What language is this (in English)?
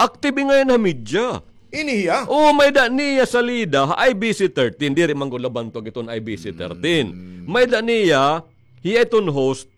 Waray